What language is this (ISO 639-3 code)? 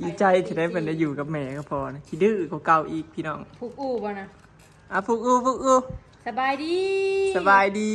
tts